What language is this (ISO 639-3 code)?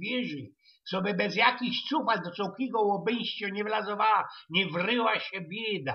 szl